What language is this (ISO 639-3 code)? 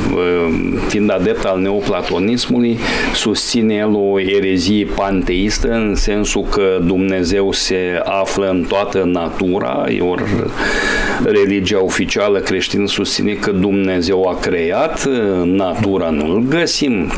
ron